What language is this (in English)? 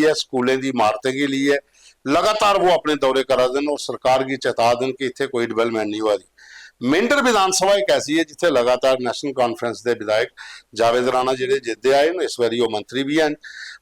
Dogri